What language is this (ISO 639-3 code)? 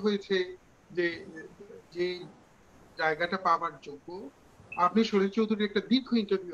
ben